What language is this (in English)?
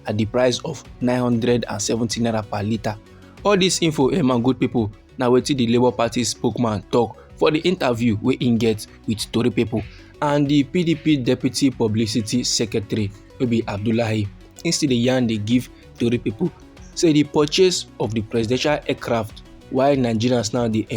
Nigerian Pidgin